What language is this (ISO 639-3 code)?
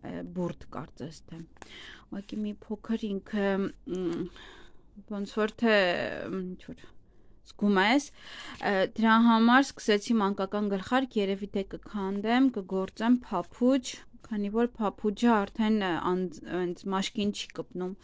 hye